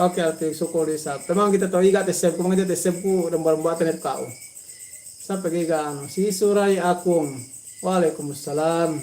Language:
Yakan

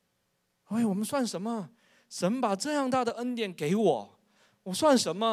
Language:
Chinese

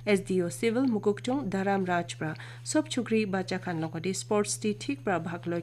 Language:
Naga Pidgin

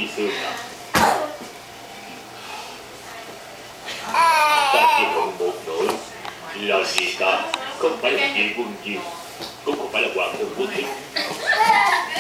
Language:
Vietnamese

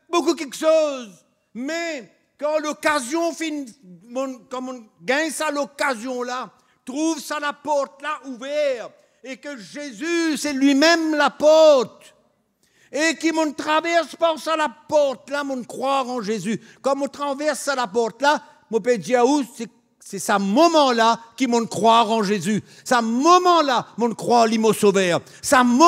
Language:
Morisyen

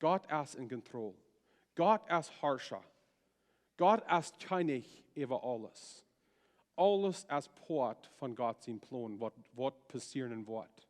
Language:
Plautdietsch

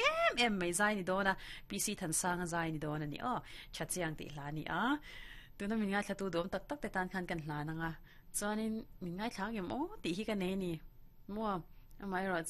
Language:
Mizo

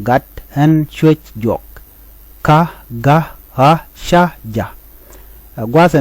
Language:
Nuer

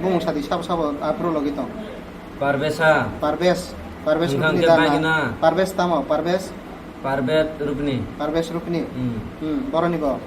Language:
Kok Borok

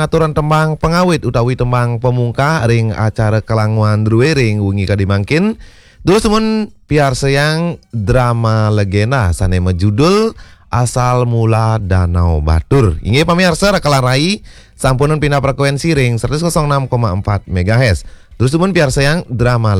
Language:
Balinese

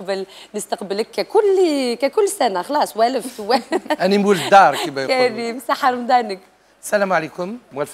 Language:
Algerian Arabic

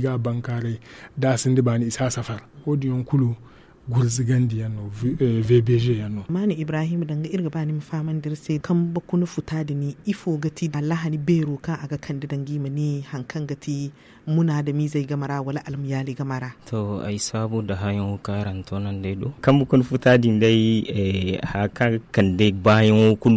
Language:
Zarma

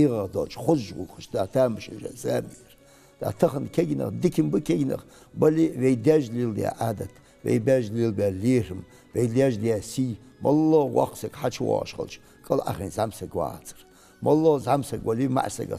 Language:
Ingush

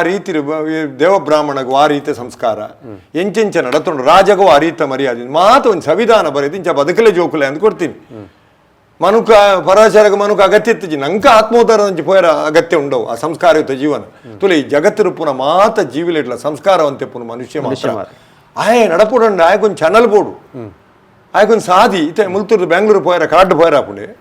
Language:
Tulu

